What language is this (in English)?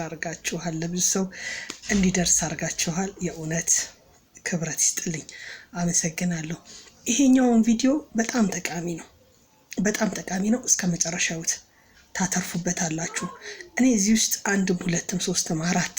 Amharic